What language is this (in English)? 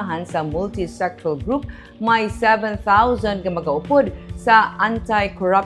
Hiligaynon